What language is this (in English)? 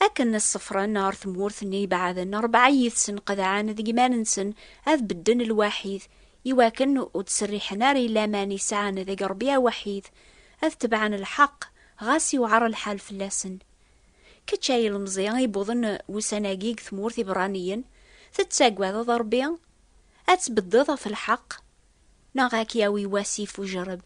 Kabyle